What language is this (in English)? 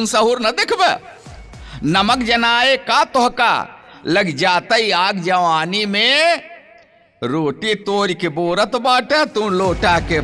Awadhi